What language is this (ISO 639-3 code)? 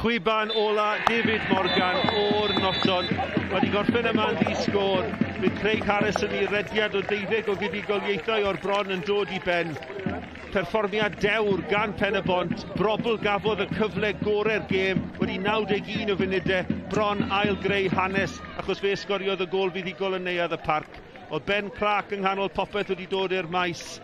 cym